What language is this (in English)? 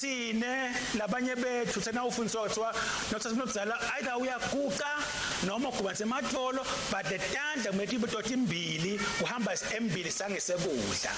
Swati